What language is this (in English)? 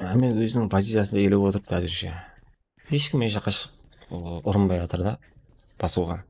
Kara-Kalpak